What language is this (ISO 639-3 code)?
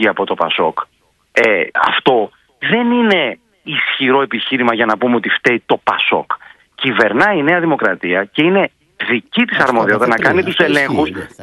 ell